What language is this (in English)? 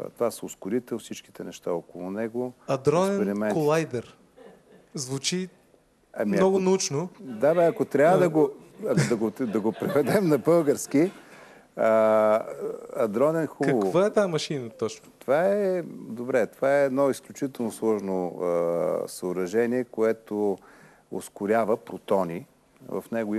Bulgarian